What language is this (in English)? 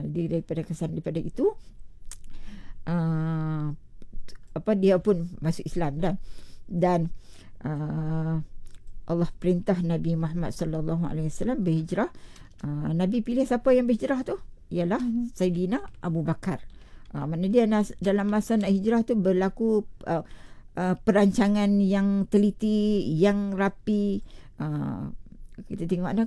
Malay